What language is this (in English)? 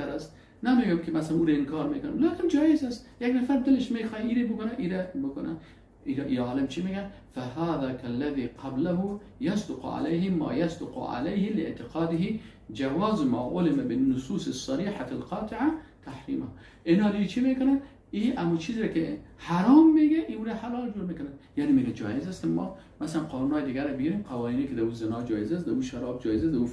Persian